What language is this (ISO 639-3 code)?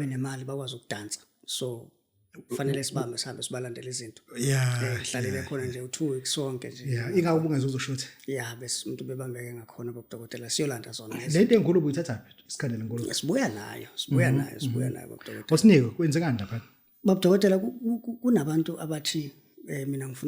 zul